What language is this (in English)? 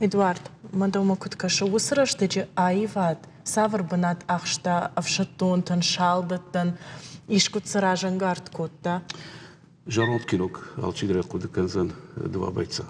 Ossetic